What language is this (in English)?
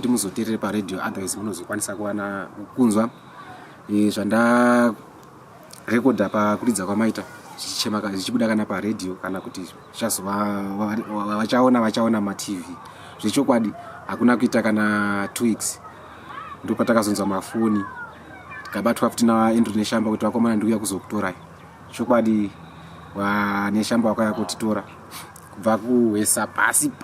Shona